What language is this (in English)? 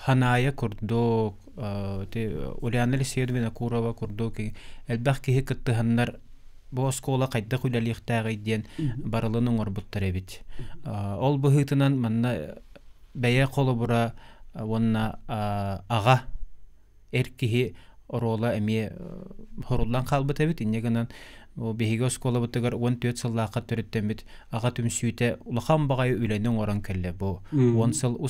Yakut